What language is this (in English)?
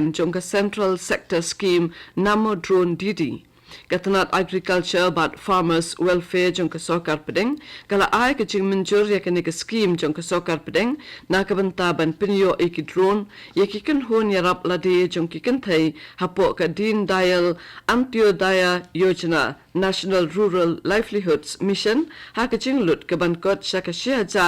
Khasi